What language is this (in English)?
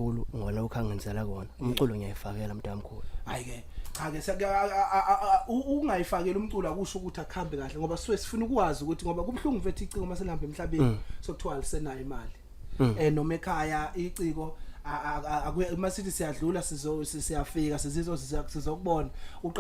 Zulu